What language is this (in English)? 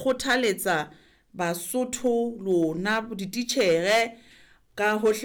Southern Sotho